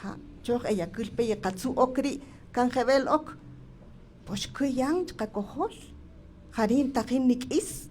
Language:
Kaqchikel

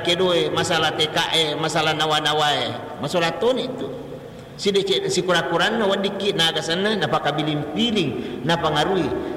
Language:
Buginese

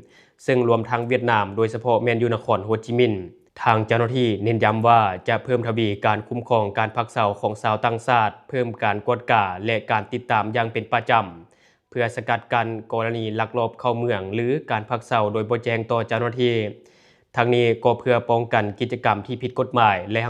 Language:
Lao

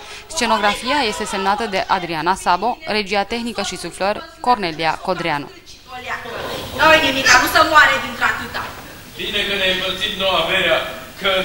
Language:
Romanian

